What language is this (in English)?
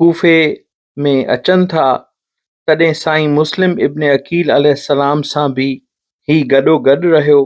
Sindhi